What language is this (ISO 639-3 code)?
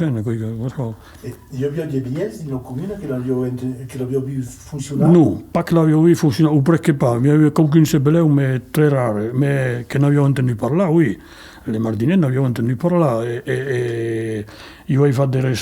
oci